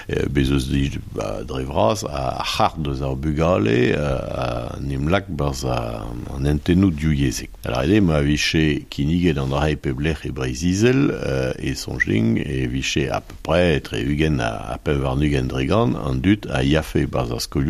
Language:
Breton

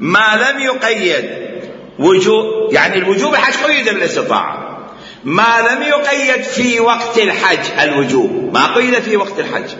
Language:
Mesopotamian Arabic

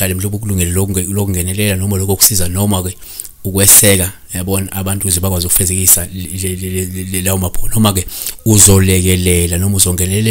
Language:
Zulu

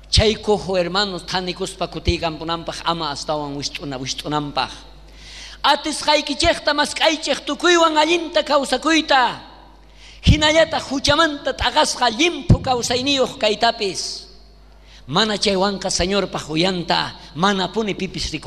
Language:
South Bolivian Quechua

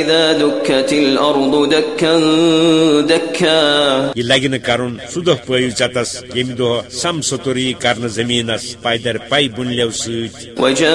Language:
Kashmiri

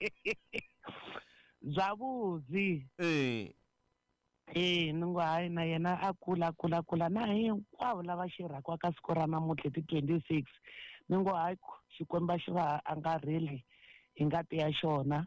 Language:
Tsonga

